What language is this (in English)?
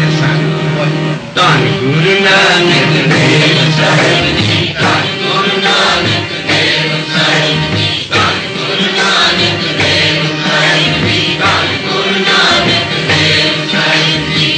Punjabi